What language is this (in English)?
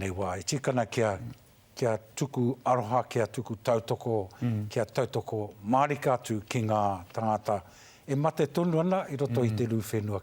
Māori